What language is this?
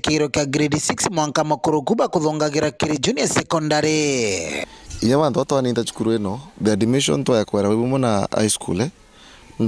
Meru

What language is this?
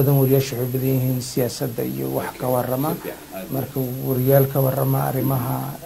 Somali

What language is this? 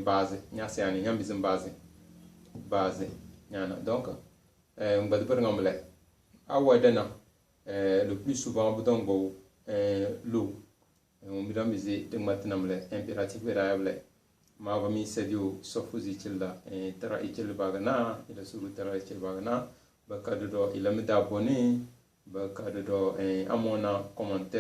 Tem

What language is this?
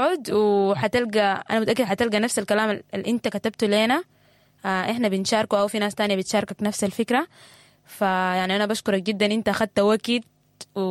Sudanese Arabic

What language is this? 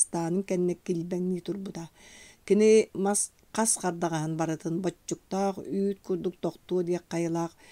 Yakut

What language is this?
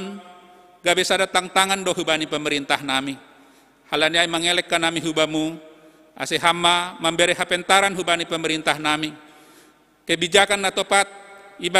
Batak Simalungun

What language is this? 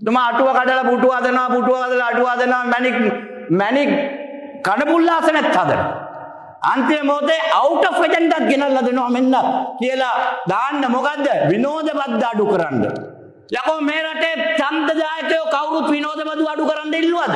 Sinhala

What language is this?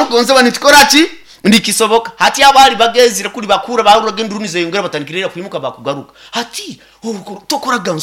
Nyoro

